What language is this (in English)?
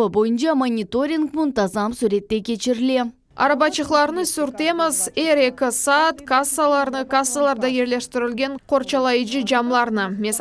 Crimean Tatar